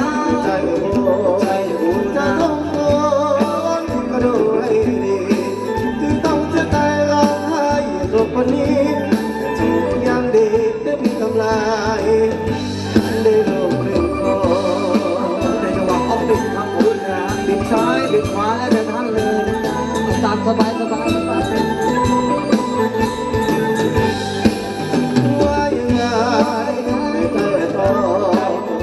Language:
Thai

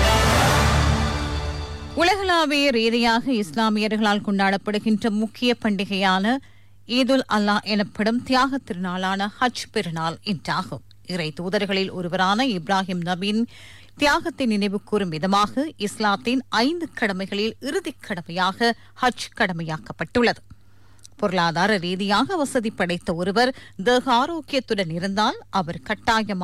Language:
Tamil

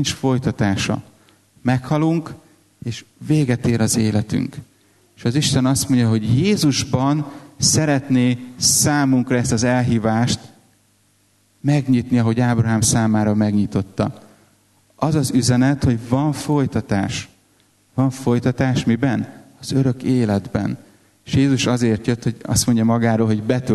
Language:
Hungarian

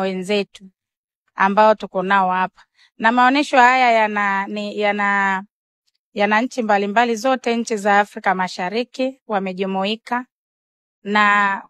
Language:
Swahili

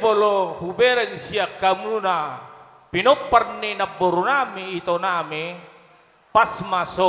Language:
Batak Toba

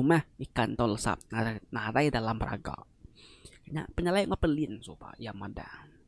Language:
Iban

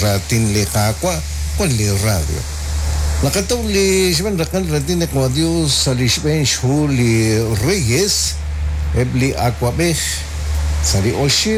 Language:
Kekchí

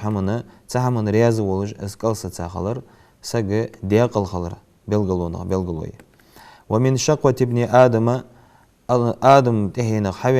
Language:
Ingush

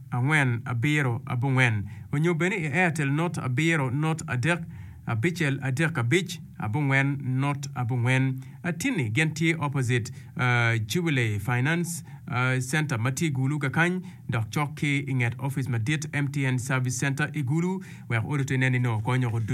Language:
Acoli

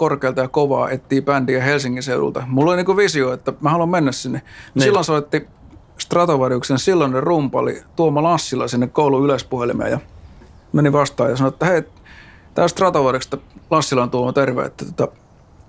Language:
Finnish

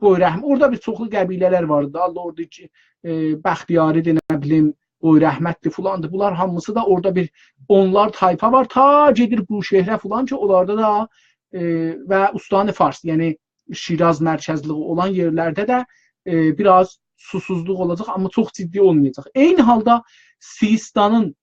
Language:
South Azerbaijani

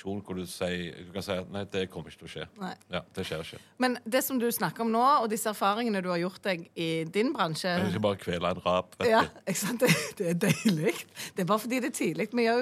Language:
Norwegian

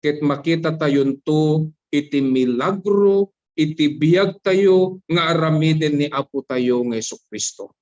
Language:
Iloko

